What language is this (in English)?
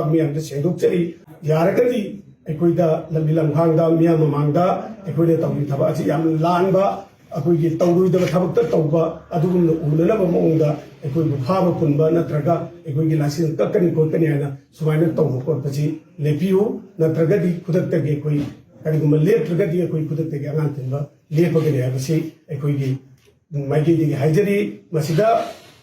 Manipuri